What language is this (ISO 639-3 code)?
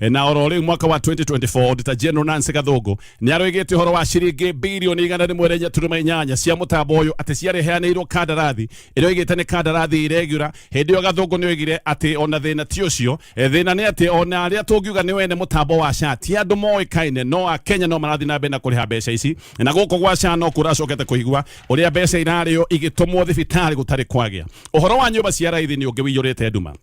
kik